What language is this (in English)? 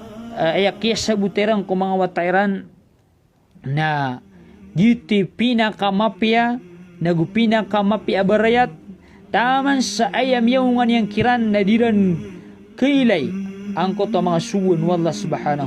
Maranao